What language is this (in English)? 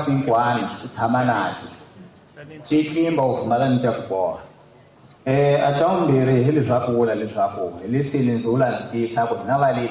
Tsonga